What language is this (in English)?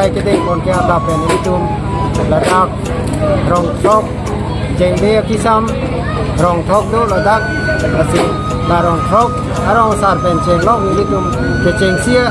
Karbi